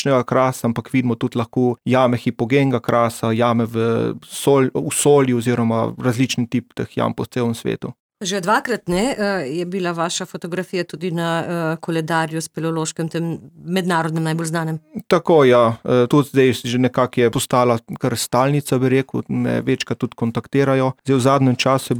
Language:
Slovenian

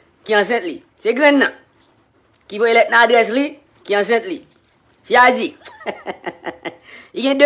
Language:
Haitian Creole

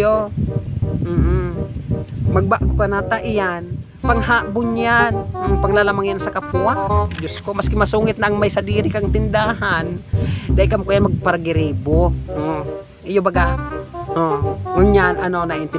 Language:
Bikol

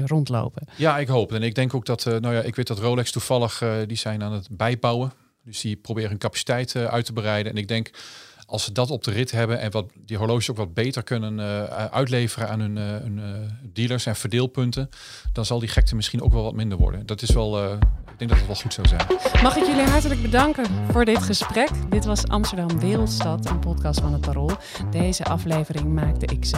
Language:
Dutch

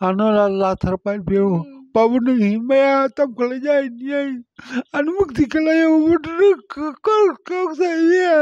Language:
Kok Borok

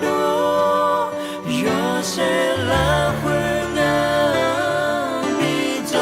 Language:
Akha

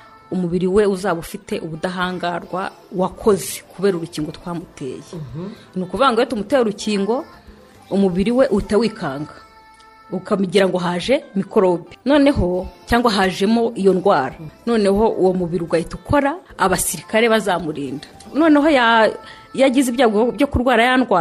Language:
Kinyarwanda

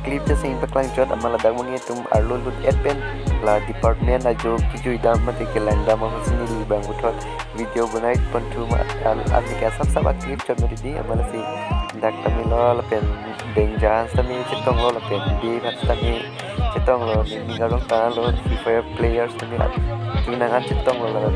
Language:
Karbi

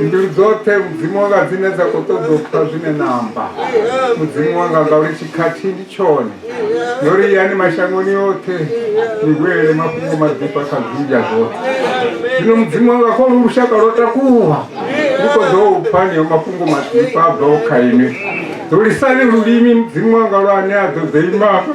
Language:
Venda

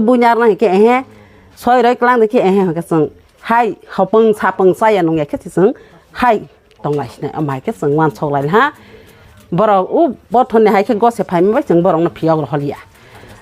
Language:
Kok Borok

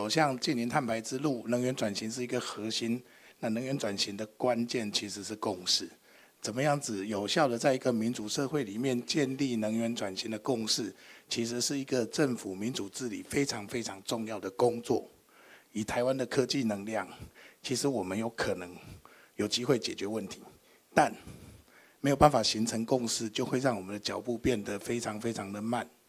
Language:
Chinese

